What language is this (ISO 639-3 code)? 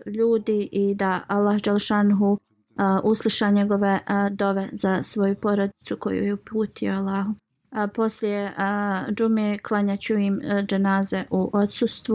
bos